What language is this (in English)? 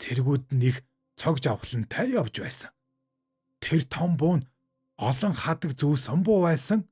Mongolian